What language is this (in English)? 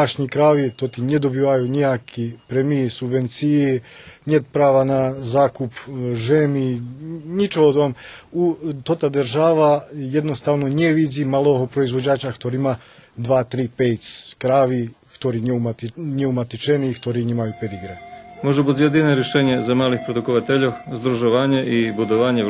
Rusyn